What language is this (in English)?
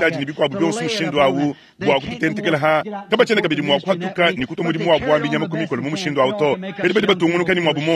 Luba-Lulua